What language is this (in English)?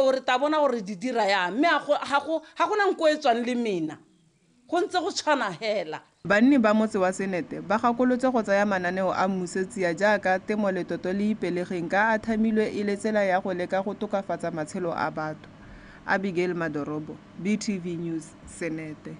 Tswana